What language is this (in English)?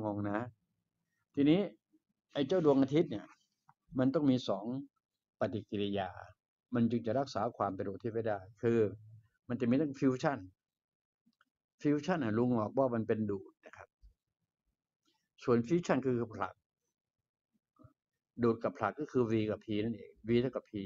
Thai